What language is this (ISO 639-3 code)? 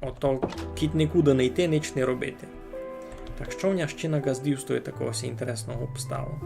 rue